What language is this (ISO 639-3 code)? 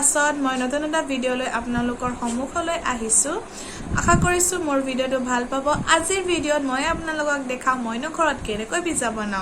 asm